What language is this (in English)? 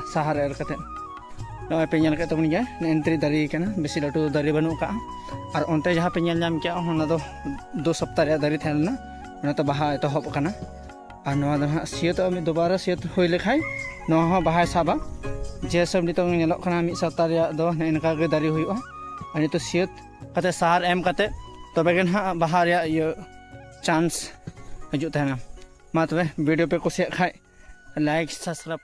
Santali